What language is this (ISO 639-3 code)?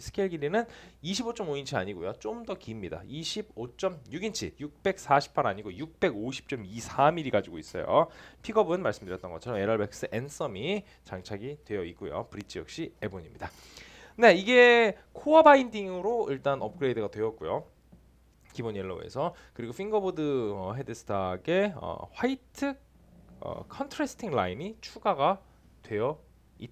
kor